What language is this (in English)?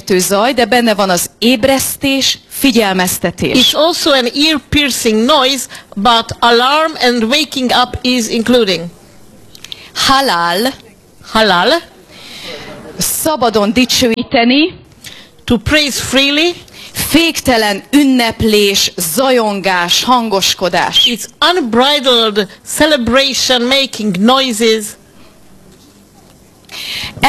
Hungarian